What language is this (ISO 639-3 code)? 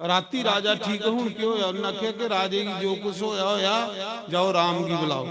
doi